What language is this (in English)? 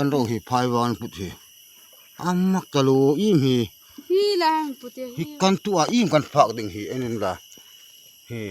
Hmar